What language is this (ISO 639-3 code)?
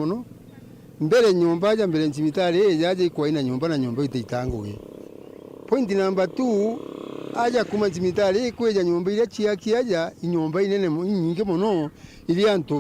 mer